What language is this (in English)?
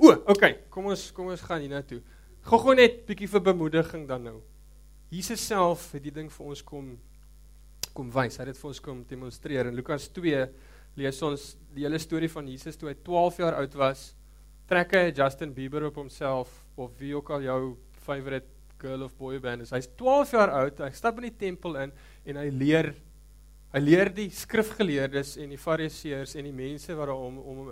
Afrikaans